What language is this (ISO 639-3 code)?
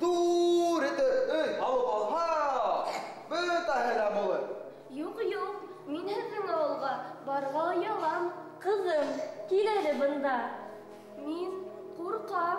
bak